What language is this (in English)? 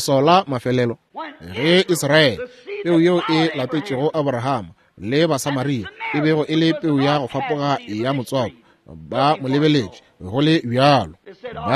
Northern Sotho